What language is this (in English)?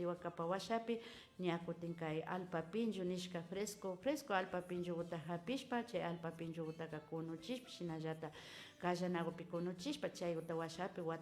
Imbabura Highland Quichua